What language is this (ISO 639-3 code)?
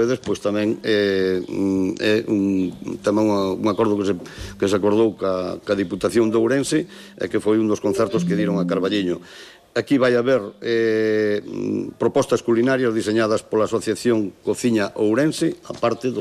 glg